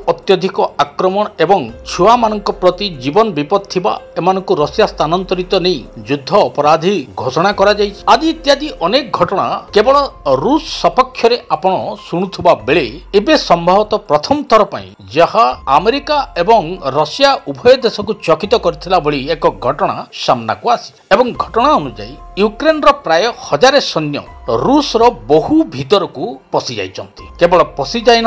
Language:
Odia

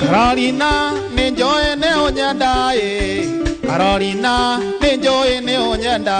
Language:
Kikuyu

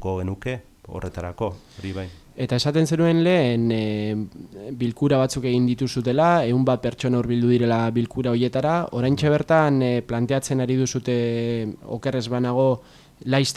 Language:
Basque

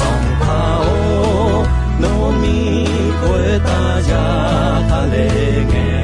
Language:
Akha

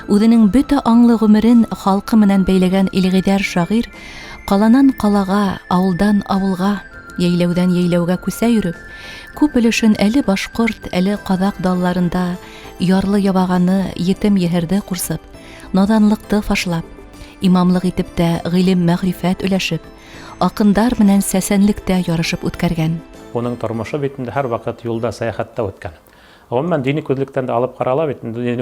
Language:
Bashkir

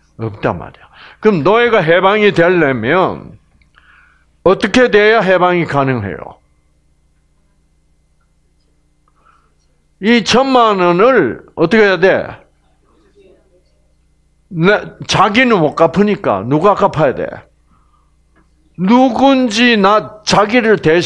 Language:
Korean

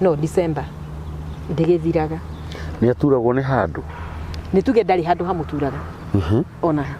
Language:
Kikuyu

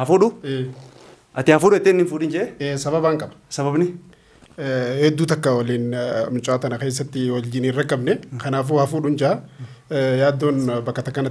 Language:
Oromo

